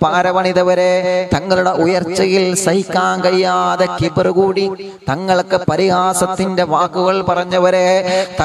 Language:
Malayalam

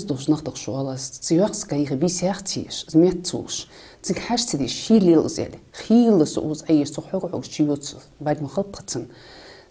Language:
Ingush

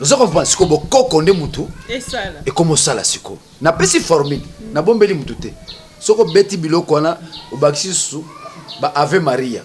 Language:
Lingala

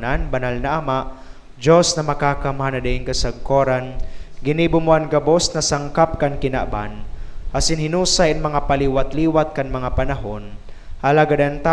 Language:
Bikol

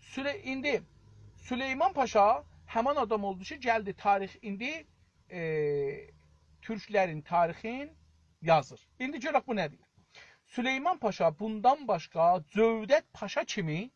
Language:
South Azerbaijani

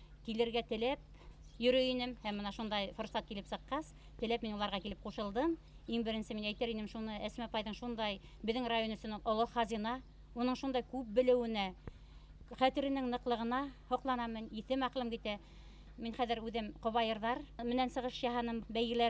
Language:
Bashkir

